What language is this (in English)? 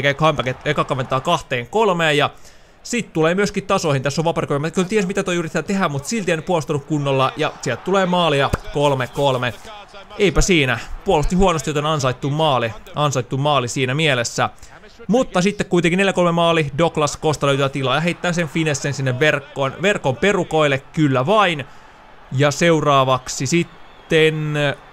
Finnish